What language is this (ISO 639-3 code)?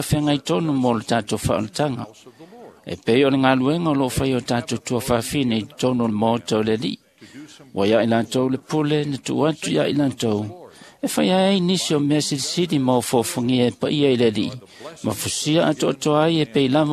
smo